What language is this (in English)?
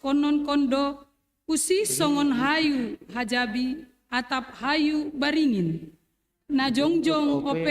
Batak Simalungun